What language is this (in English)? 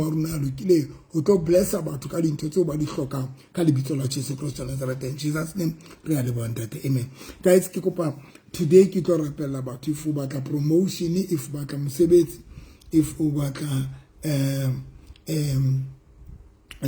Southern Sotho